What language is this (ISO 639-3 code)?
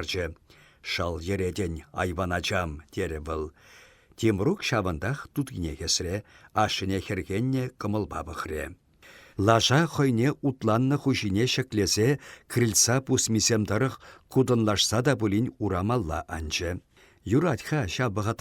chv